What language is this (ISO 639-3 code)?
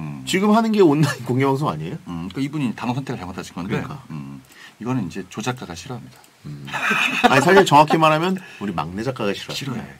kor